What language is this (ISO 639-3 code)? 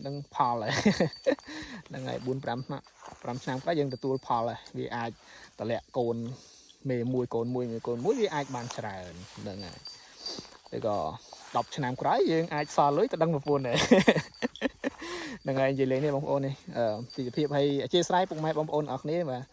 khm